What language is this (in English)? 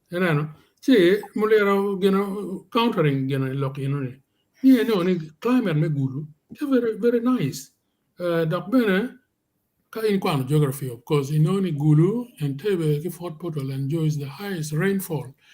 Acoli